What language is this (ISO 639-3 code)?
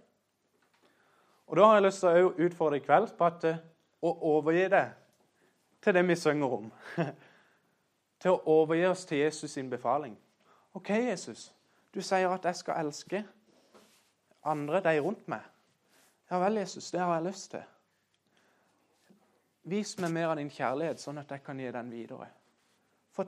nor